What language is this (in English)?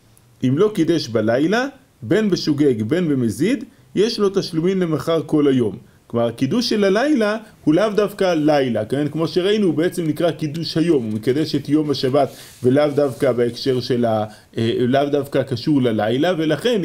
Hebrew